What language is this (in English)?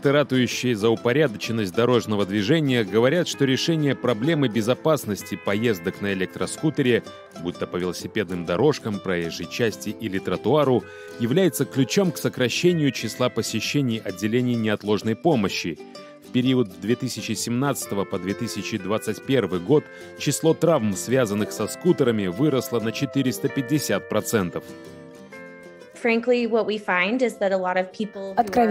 Russian